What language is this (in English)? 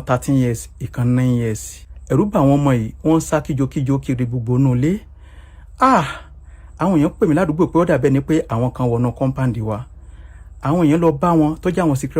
Yoruba